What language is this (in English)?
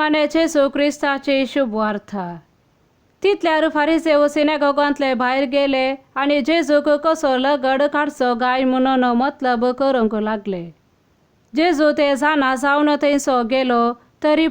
Konkani